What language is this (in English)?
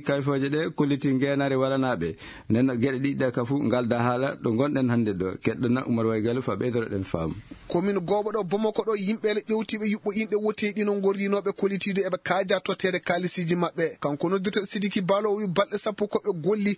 Maasina Fulfulde